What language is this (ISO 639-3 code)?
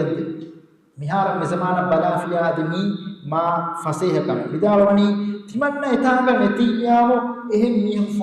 div